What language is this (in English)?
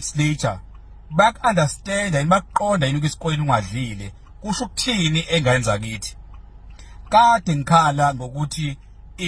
Zulu